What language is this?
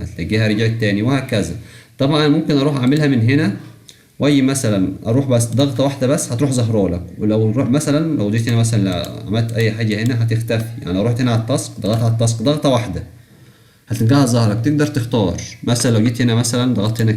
Egyptian Arabic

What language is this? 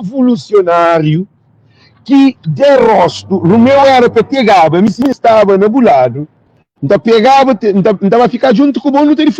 Kabuverdianu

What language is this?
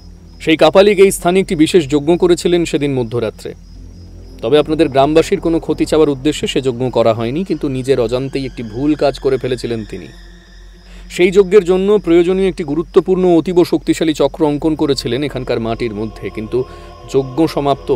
Bangla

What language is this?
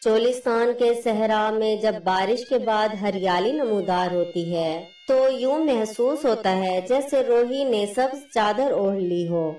Saraiki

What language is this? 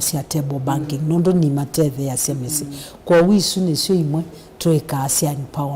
Kamba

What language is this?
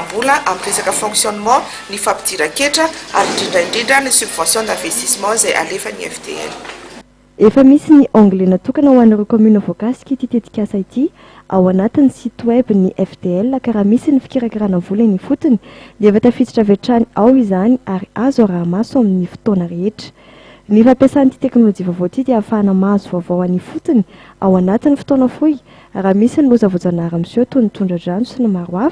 Malagasy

